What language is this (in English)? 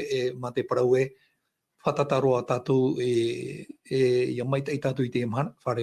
Tahitian